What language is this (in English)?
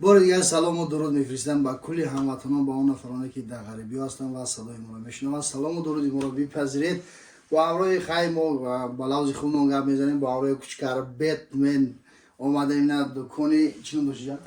Tajik